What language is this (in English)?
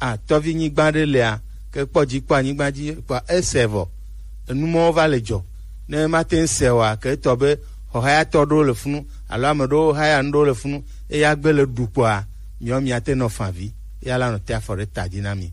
Gen